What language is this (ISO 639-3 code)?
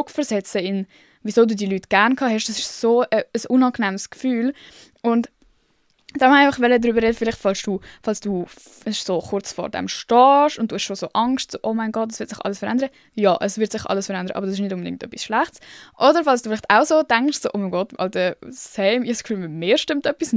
gsw